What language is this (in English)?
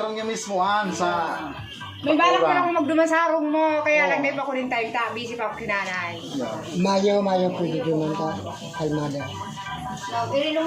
Bikol